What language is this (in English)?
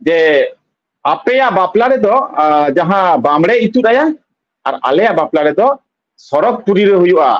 Santali